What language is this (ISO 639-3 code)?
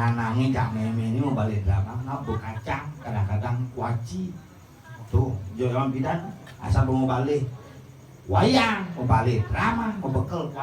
ban